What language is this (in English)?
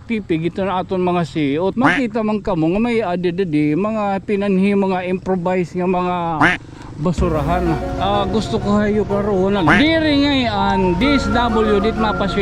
Waray